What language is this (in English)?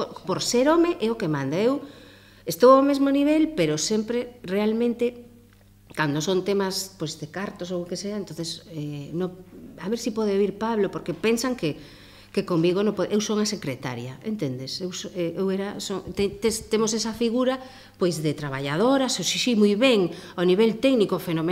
Galician